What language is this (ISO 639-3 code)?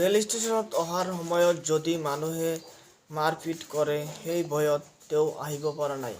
asm